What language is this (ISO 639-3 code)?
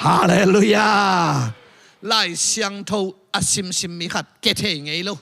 ctd